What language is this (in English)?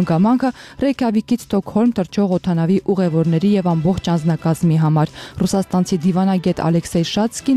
Armenian